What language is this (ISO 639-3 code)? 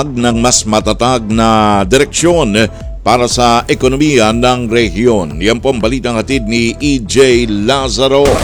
fil